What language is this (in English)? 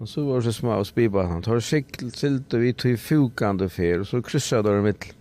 Faroese